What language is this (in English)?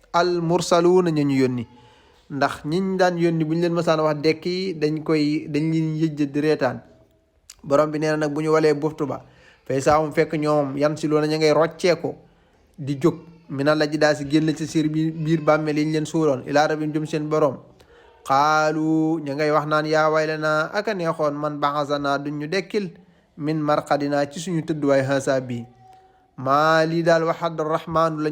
Wolof